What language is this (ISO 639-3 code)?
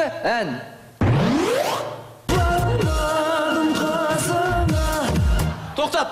kaz